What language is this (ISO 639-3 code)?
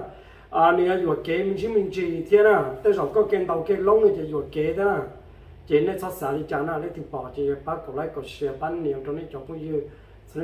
hmn